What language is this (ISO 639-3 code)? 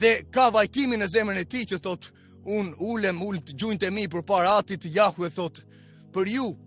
sqi